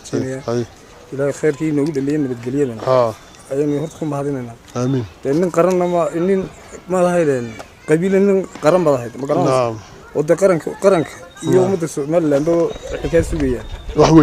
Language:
Somali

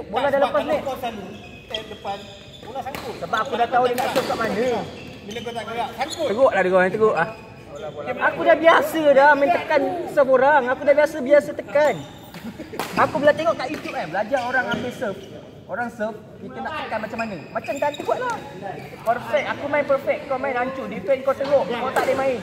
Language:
Malay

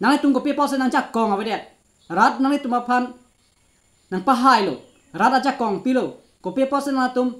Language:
Karbi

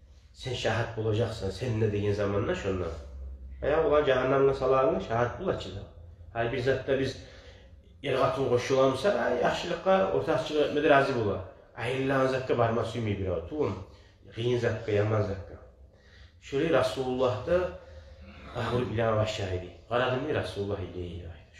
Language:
Kumyk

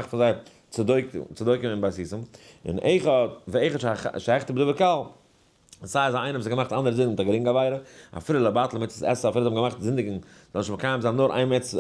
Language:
Yiddish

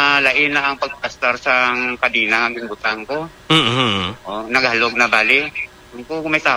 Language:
Hiligaynon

